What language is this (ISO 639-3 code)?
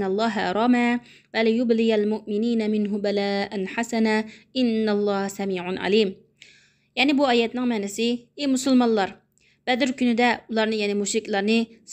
uig